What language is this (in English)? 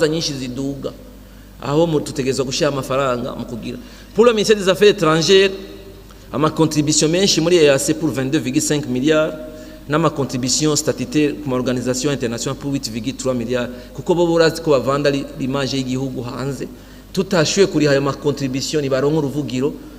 Rundi